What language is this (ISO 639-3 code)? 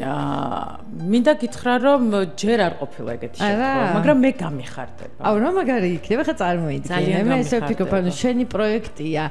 kat